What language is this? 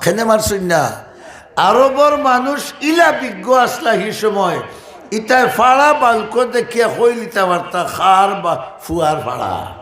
Sylheti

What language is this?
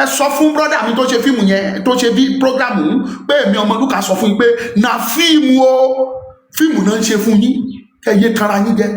Yoruba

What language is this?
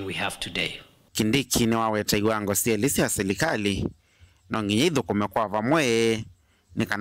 Kamba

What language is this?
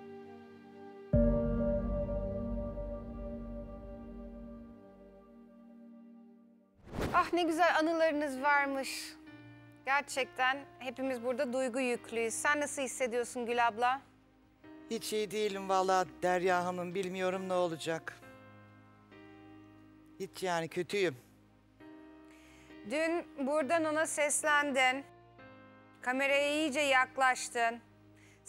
Turkish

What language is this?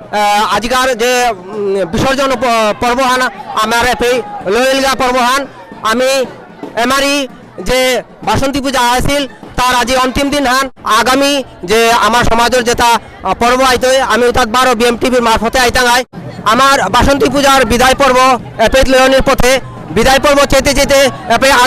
Bishnupriya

